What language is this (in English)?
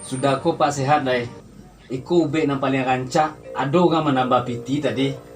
Minangkabau